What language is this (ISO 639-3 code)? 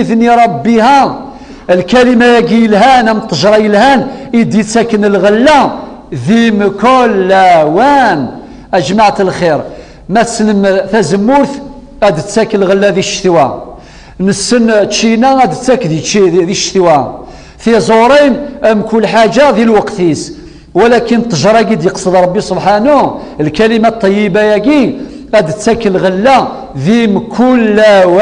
kab